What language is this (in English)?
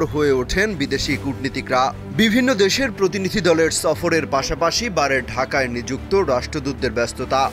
Bangla